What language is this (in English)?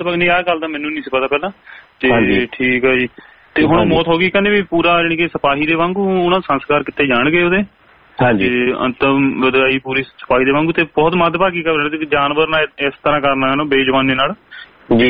Punjabi